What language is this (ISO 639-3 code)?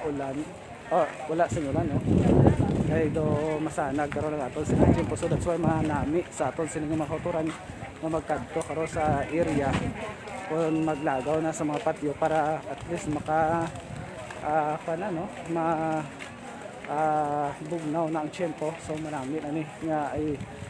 hil